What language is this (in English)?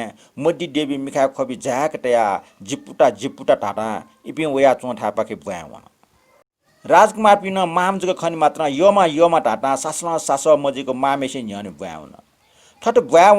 Newari